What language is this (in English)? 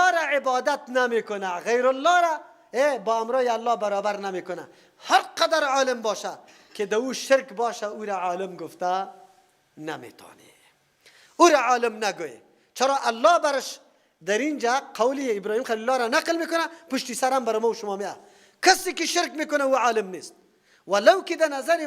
Persian